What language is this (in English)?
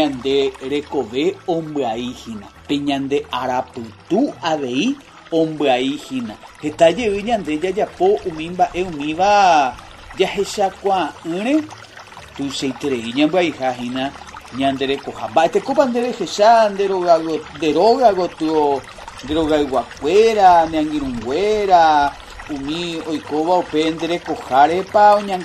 Guarani